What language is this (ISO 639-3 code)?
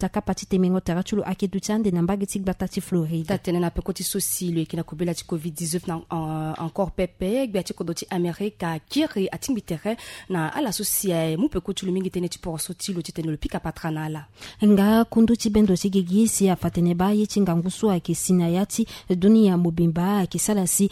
sag